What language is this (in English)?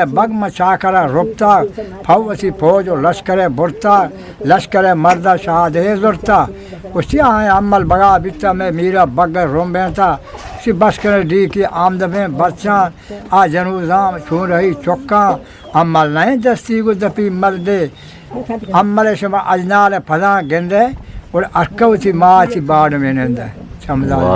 Eastern Balochi